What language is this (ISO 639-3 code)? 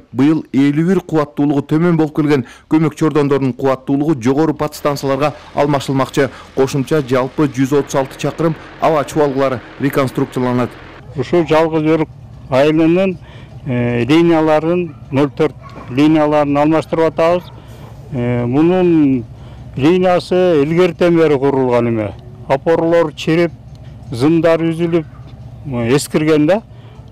kir